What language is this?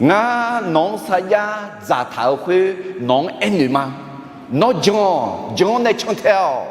Akha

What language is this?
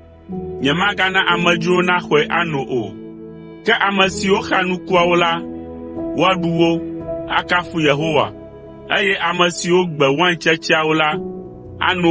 Ewe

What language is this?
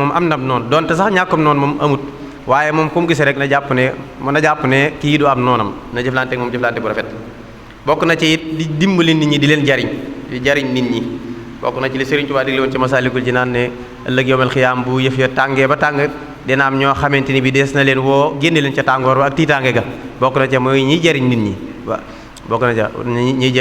Wolof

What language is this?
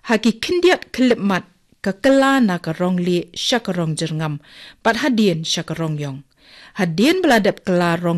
Khasi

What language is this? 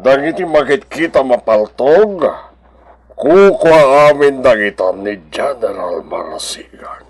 Iloko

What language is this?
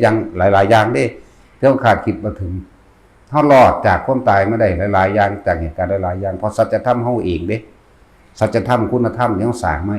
Northeastern Thai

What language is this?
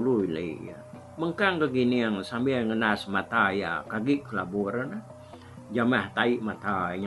Iban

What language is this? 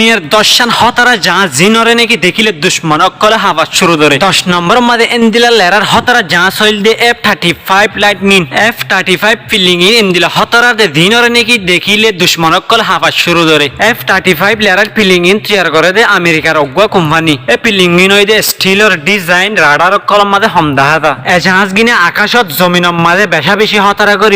Rohingya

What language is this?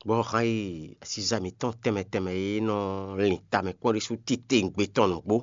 Fon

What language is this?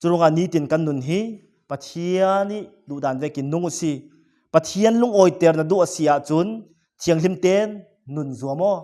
Falam Chin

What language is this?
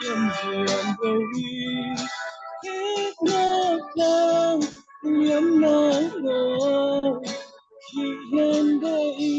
Falam Chin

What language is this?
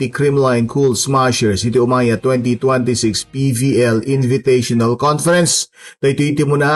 Iloko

